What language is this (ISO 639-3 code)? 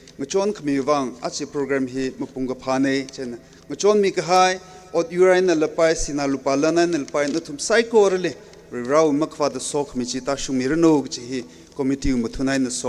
nmf